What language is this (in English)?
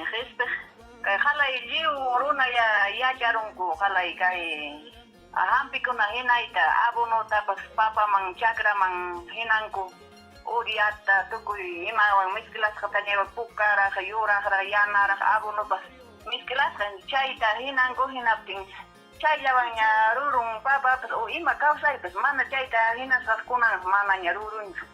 Ayacucho Quechua